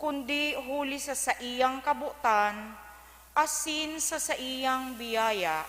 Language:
Bikol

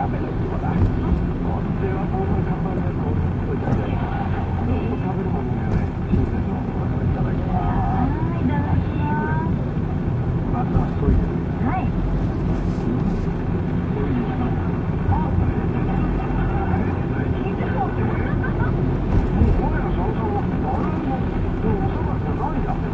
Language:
Japanese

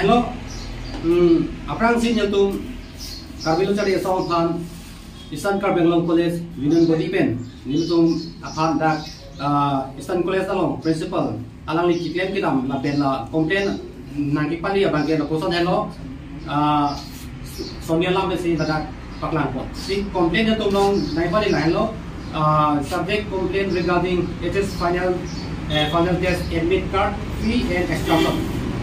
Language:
Karbi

